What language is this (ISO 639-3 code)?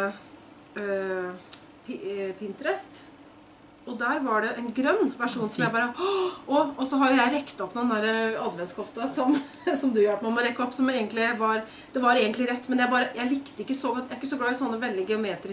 nor